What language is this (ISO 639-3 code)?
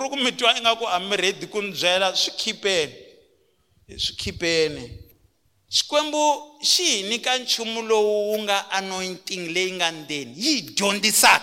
tso